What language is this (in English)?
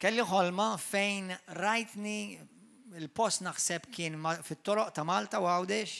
Maltese